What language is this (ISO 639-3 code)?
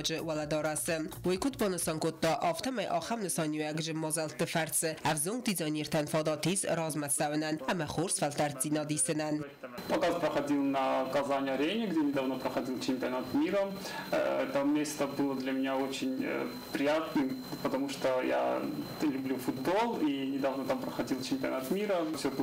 oss